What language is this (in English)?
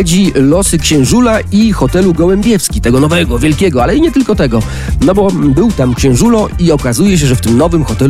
Polish